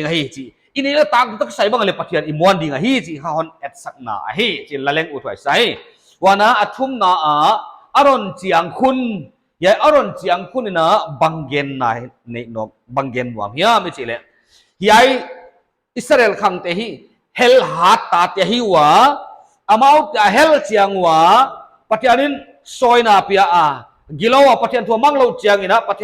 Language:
Paite Chin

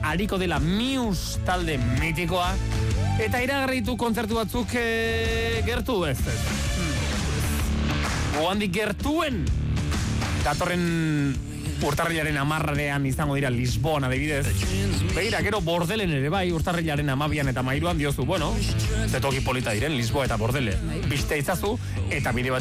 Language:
Basque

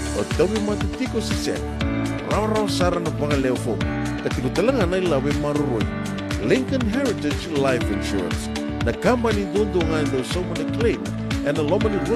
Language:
Fijian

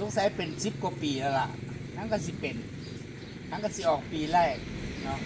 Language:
Northeastern Thai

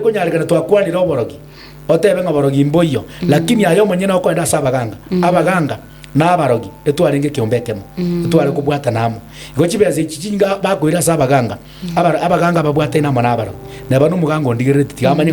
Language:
Gusii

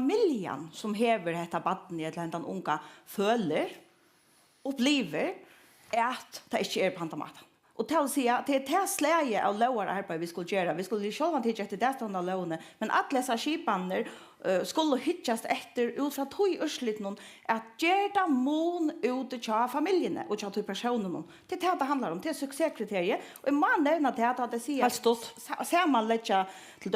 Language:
Faroese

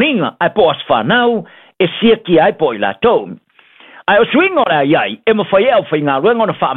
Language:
Samoan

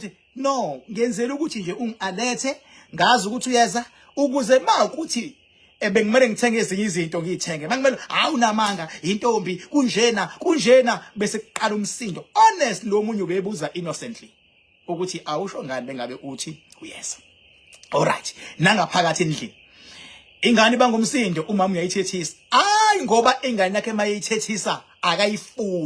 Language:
Zulu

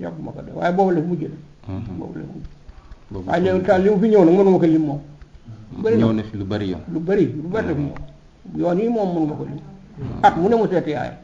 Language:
Wolof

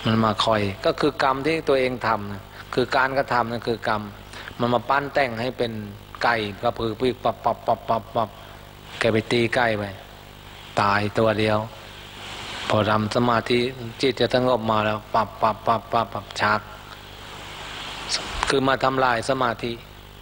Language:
Thai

